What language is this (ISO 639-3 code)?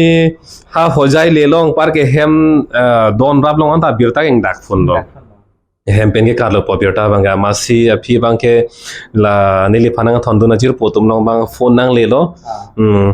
mjw